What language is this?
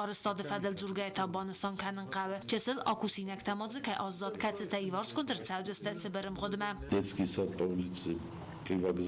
Ossetic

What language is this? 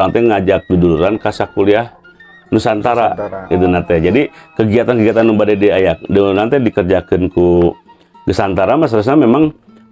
Sundanese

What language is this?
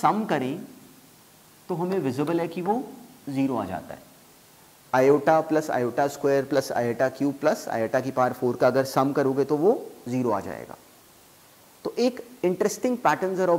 Hindi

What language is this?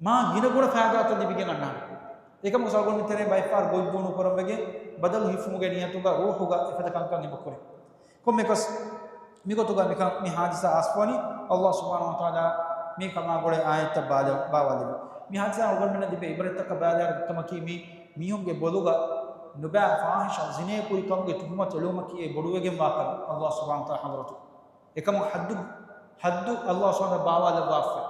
Divehi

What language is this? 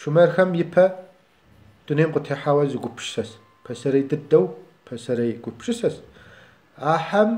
Kabardian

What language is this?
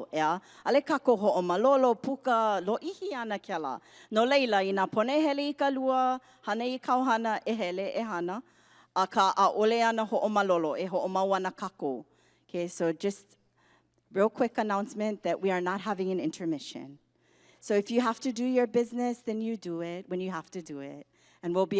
Hawaiian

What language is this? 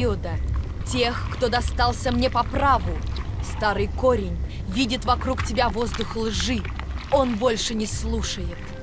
Russian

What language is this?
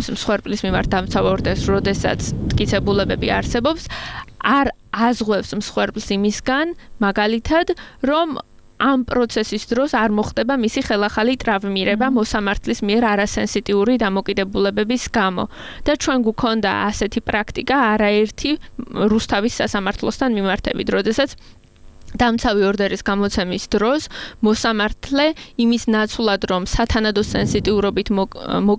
Georgian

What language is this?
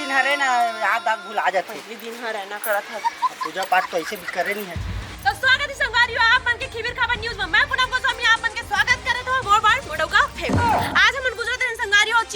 Chhattisgarhi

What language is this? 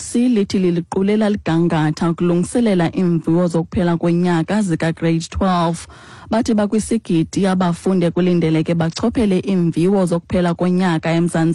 Xhosa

